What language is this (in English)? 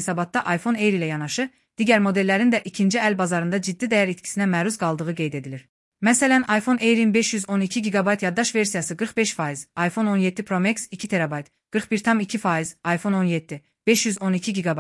Azerbaijani